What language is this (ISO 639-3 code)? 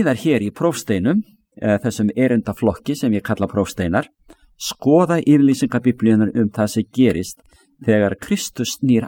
isl